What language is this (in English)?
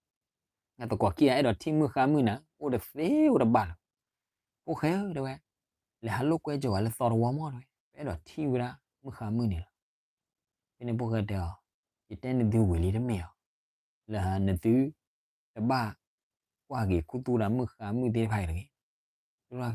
S'gaw Karen